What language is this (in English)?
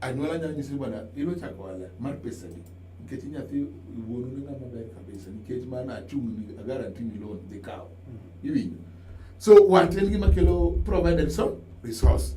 Luo (Kenya and Tanzania)